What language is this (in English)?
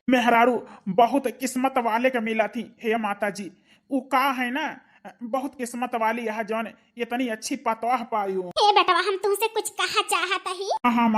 Awadhi